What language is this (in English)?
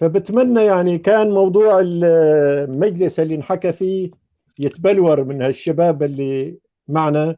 North Levantine Arabic